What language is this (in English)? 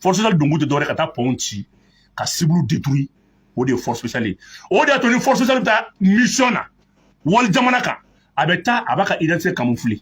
Bambara